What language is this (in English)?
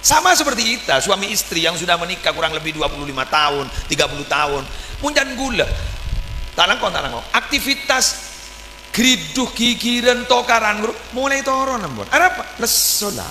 Madurese